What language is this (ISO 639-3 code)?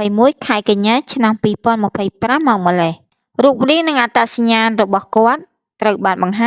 khm